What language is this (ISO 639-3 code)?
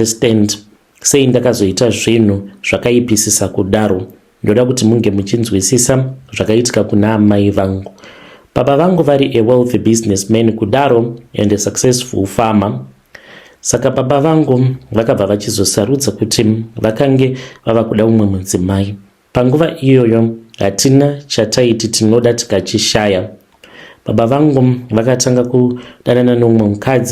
sna